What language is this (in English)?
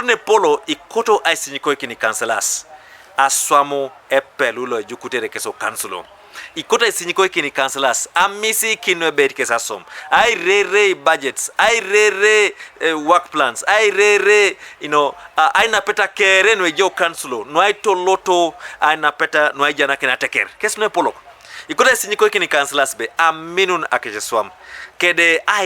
Teso